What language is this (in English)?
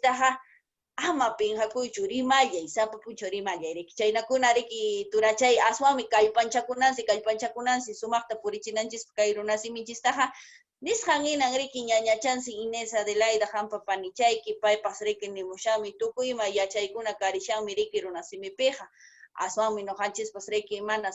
Quechua